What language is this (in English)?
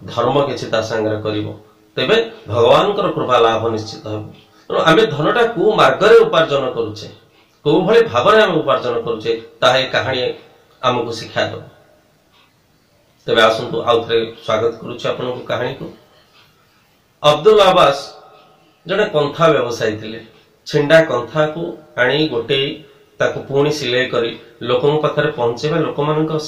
Odia